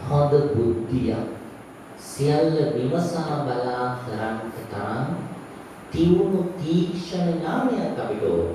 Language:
Sinhala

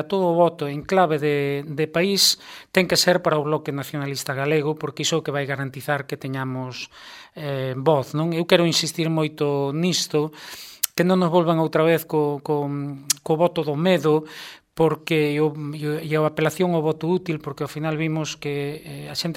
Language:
Galician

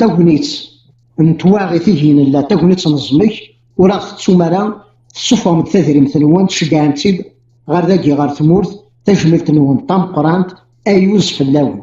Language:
Kabyle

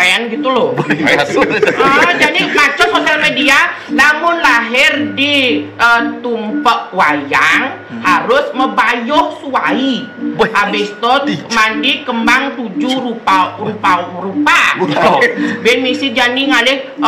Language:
Balinese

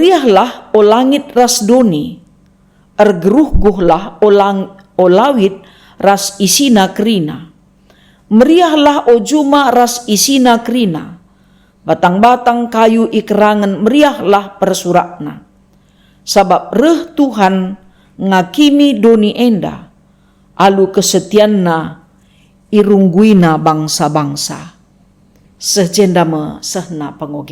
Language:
Batak Karo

